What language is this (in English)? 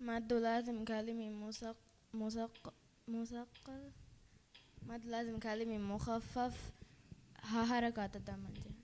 Divehi